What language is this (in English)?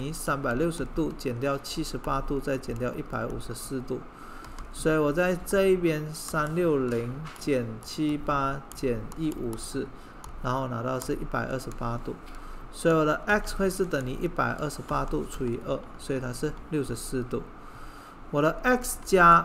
Chinese